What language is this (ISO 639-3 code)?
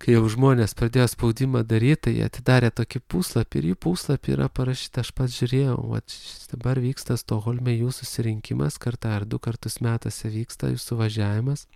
lit